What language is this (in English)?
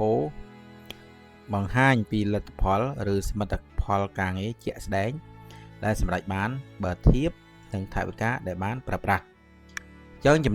Khmer